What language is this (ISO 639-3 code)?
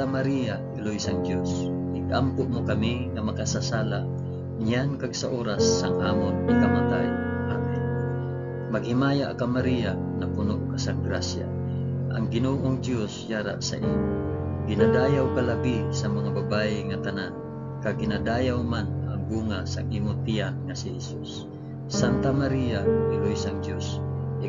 hil